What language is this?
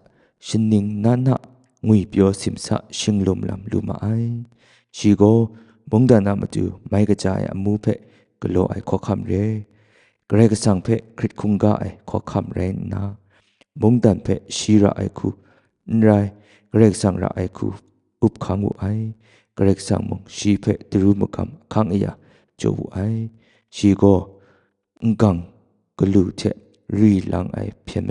Kachin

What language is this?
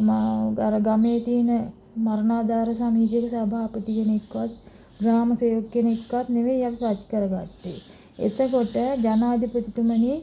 Sinhala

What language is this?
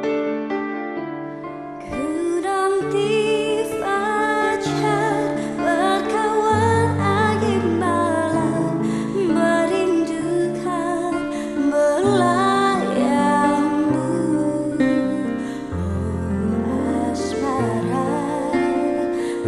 Indonesian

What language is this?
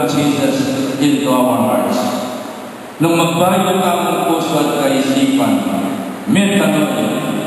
Pampanga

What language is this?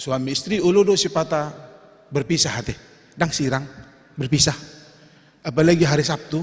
Batak Toba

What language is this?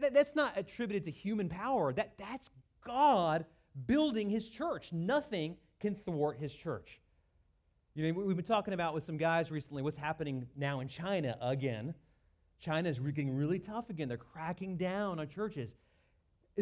English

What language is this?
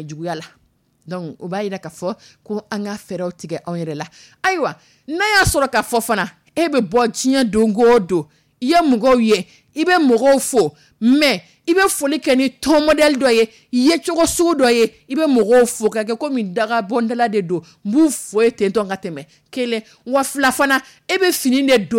Dyula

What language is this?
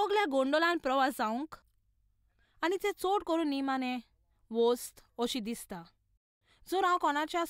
Konkani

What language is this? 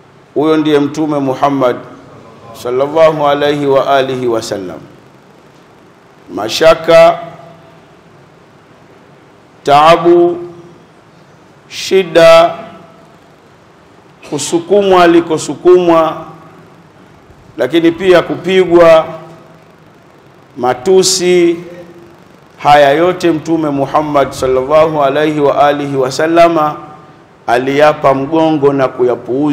Swahili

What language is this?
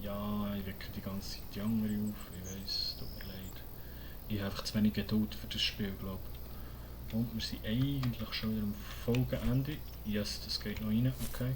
Swiss German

